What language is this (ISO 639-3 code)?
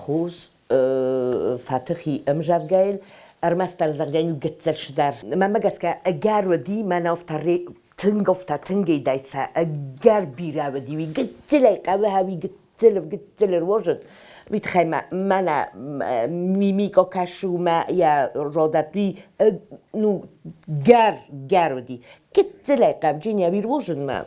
oss